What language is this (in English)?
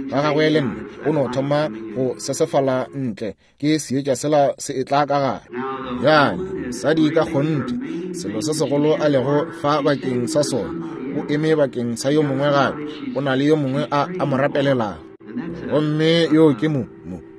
Northern Sotho